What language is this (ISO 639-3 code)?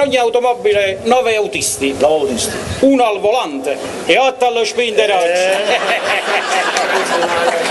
ita